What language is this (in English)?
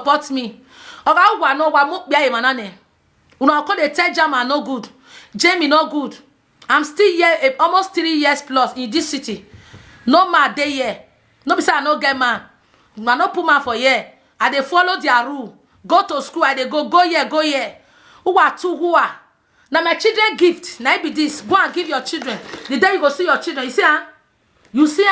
Nigerian Pidgin